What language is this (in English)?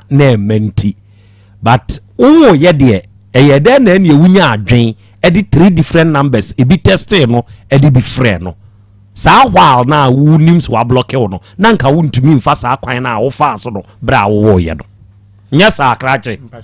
Akan